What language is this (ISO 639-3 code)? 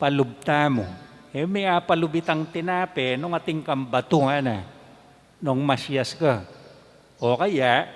pam